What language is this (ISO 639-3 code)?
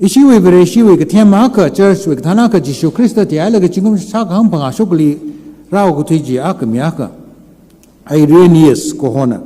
nmf